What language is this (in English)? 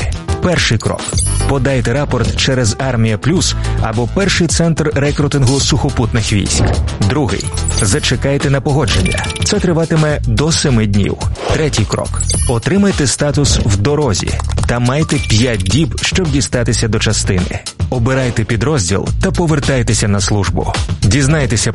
Ukrainian